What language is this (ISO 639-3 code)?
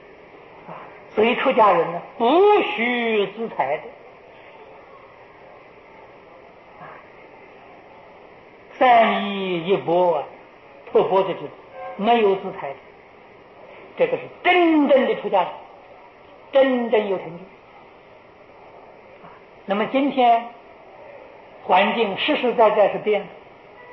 zho